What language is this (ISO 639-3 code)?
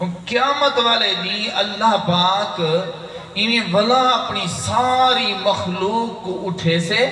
skr